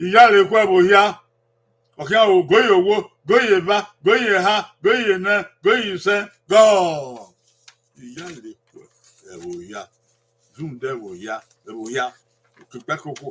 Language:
Bini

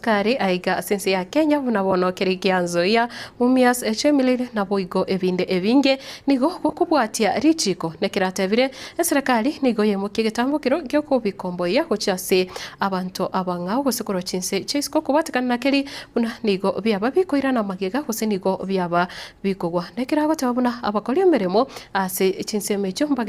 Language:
Gusii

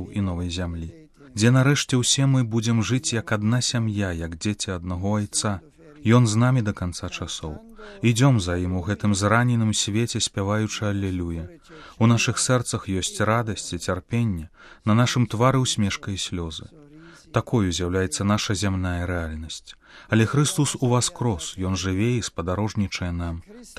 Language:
Belarusian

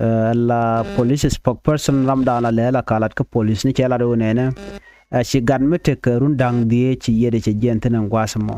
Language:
Nuer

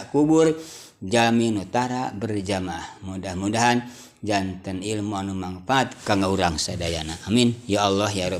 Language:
Sundanese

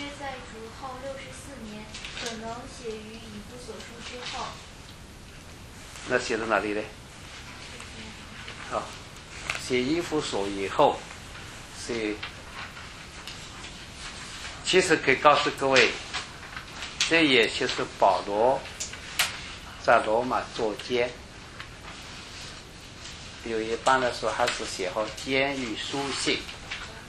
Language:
Chinese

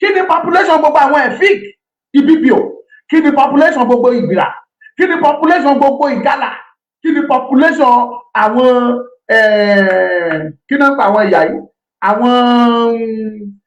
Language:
Yoruba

